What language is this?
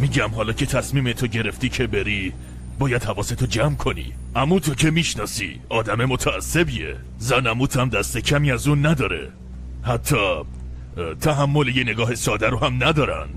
Persian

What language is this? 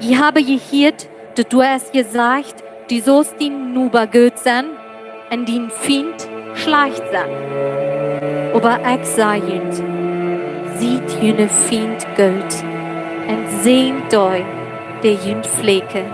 Plautdietsch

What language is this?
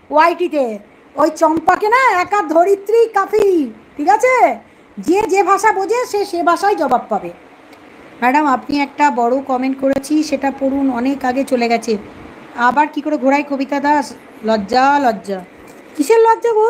Bangla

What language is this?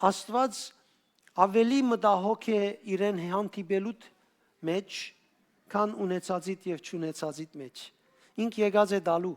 Western Armenian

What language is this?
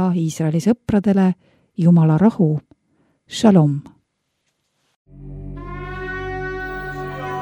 Estonian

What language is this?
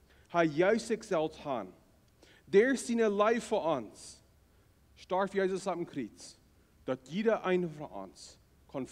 Plautdietsch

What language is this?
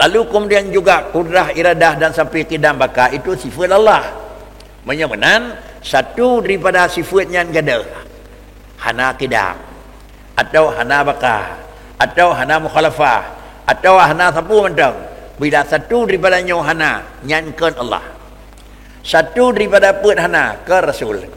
Achinese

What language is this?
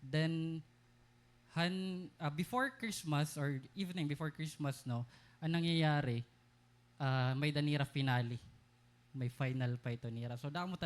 Waray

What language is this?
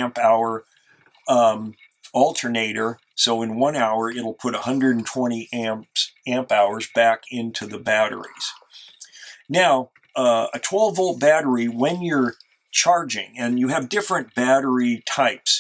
English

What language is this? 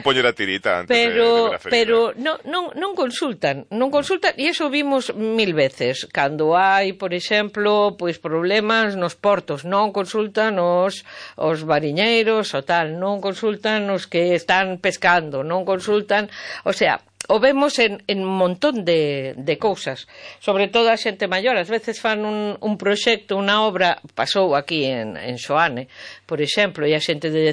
Galician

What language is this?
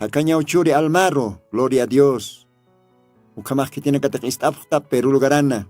Aymara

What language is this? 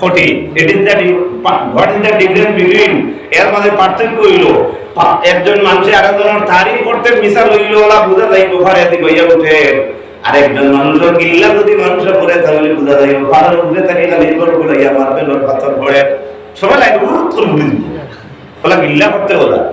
Sylheti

